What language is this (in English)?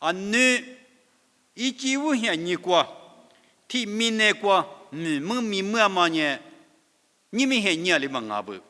Lisu